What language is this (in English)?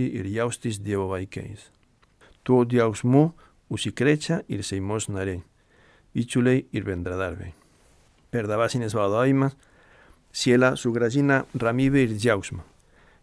Lithuanian